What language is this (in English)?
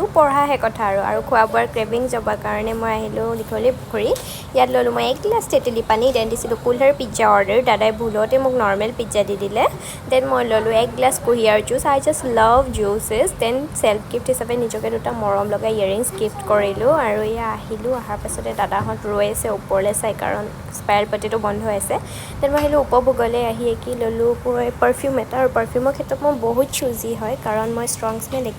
Assamese